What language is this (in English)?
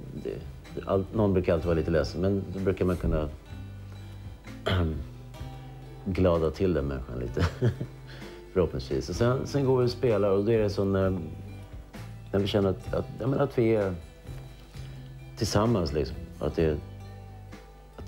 Swedish